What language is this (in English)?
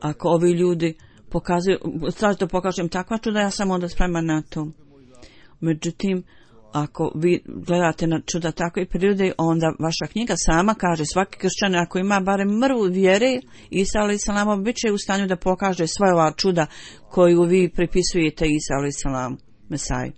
Bosnian